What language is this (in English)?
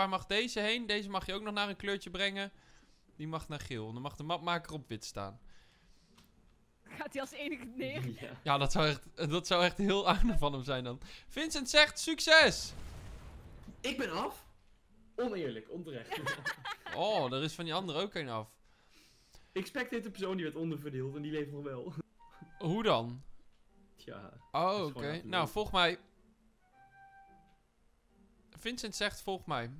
Dutch